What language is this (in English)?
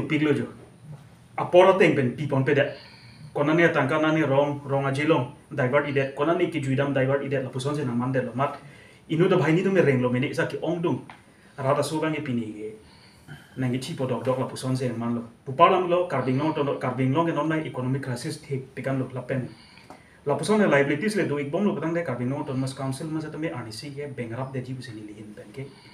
Karbi